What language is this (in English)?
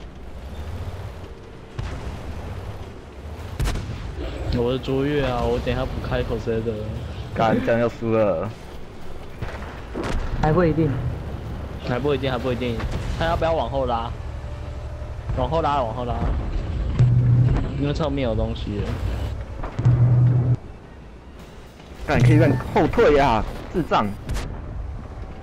Chinese